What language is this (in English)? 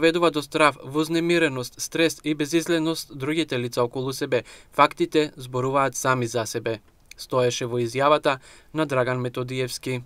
Macedonian